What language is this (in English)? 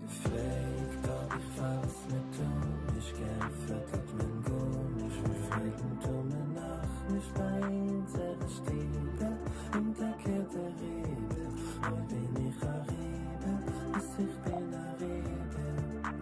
Yiddish